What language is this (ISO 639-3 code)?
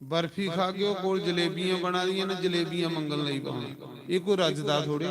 doi